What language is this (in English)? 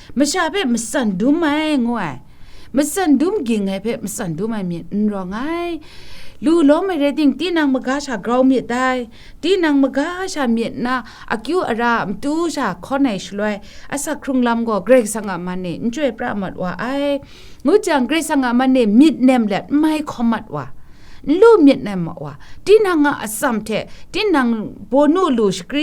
Kachin